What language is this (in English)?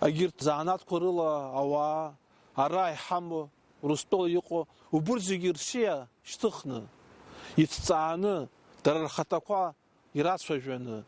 Abkhazian